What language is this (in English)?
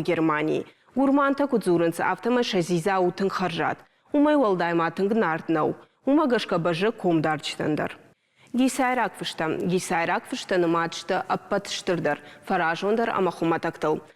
Ossetic